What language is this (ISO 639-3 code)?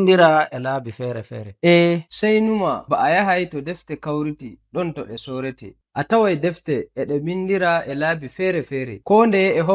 fuv